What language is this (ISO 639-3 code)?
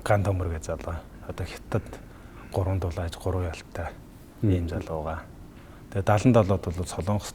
mon